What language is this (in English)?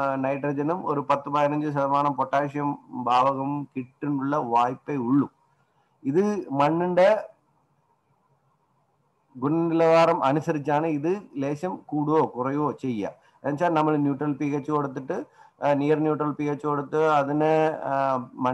Malayalam